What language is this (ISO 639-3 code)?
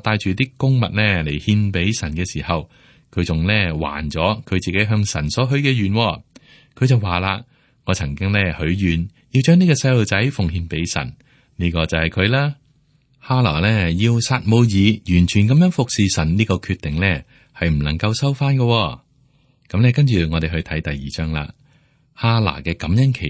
yue